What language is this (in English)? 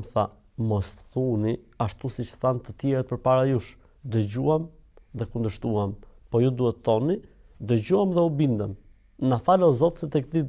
Albanian